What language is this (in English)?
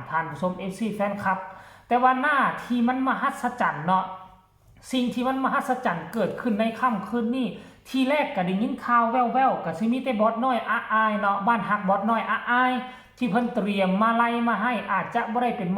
Northeastern Thai